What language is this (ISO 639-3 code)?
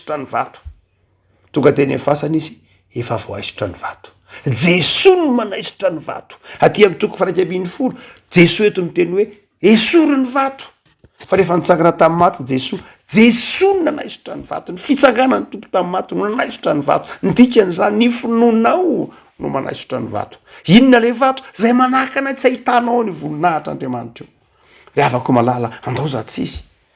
mlg